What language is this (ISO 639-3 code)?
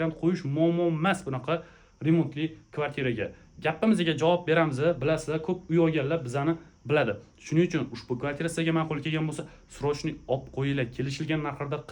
uzb